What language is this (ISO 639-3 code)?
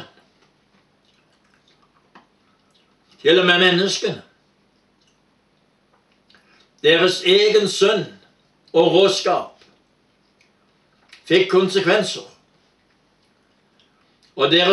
nor